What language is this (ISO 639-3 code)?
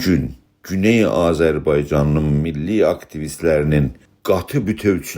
azb